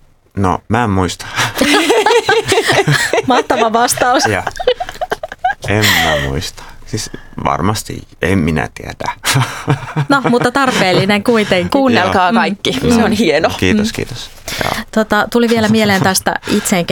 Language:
Finnish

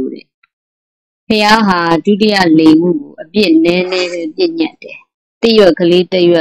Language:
Burmese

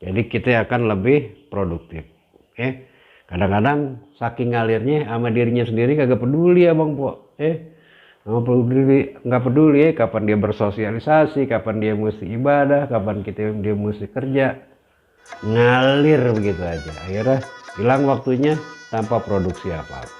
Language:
Betawi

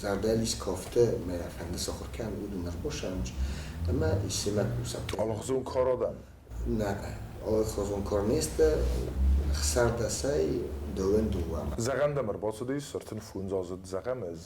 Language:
Ossetic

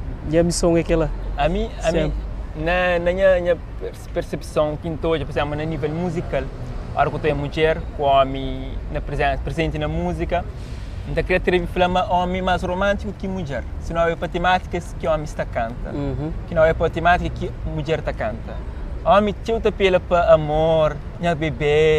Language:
Kabuverdianu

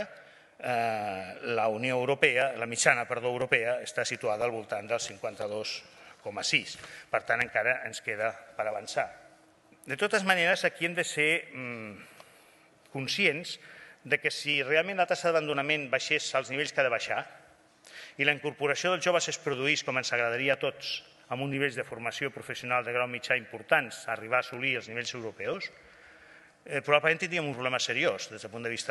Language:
Catalan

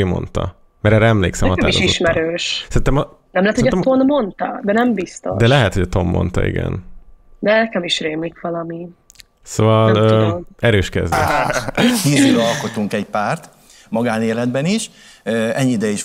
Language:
Hungarian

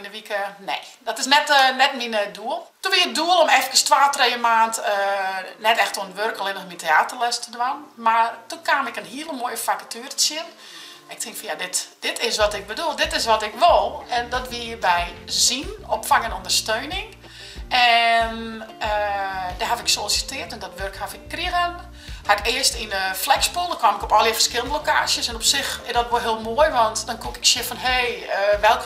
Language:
Western Frisian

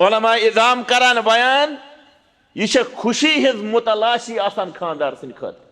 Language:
Kashmiri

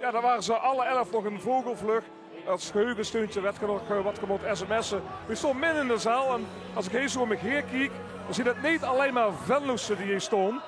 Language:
Limburgish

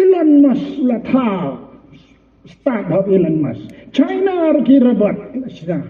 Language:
Khasi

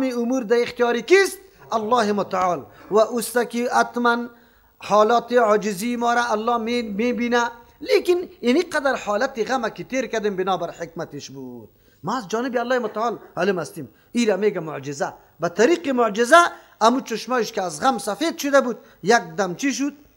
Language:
Persian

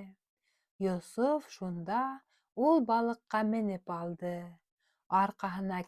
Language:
Bashkir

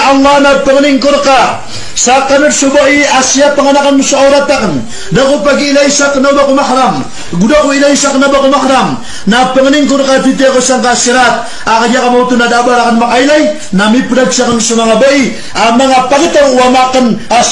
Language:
Maranao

